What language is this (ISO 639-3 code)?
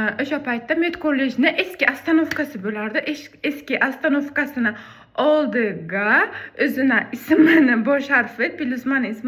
uzb